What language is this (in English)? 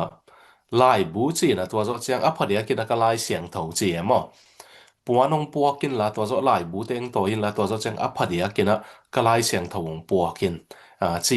Tedim Chin